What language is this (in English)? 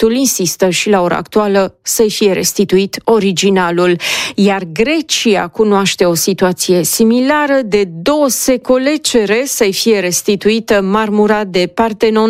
Romanian